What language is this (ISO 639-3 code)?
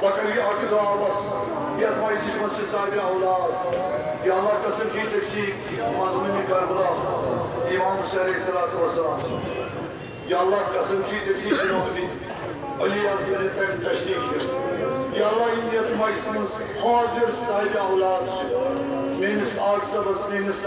kas